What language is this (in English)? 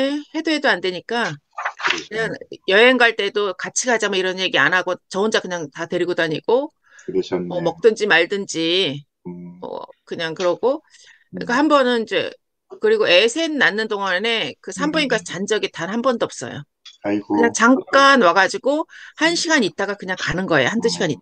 Korean